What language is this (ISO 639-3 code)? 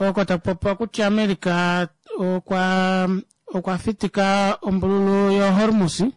kua